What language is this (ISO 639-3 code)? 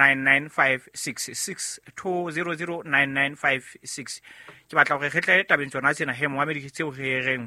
sot